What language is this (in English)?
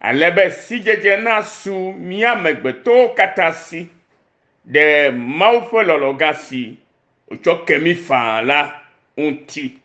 Ewe